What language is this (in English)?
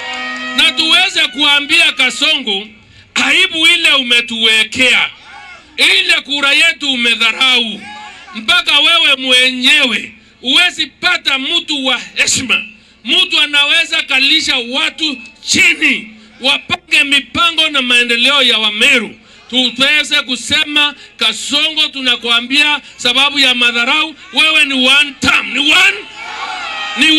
Meru